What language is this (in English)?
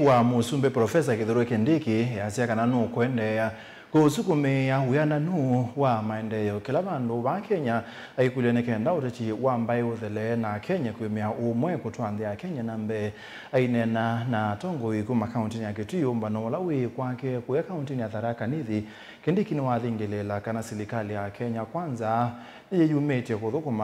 Kamba